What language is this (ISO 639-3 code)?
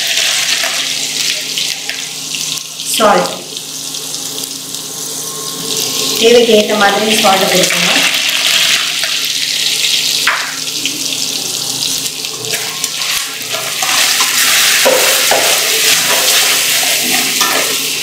tam